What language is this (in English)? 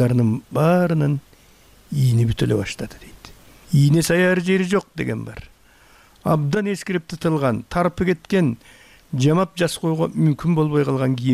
Kyrgyz